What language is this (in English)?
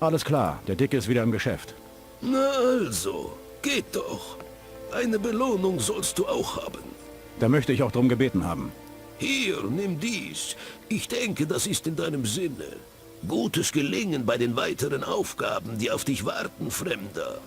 Bavarian